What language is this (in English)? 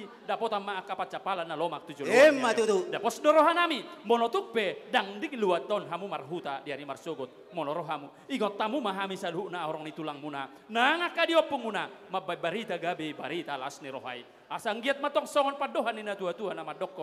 Batak Toba